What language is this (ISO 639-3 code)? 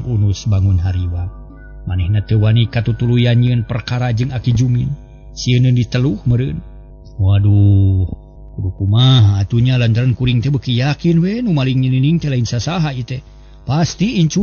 sun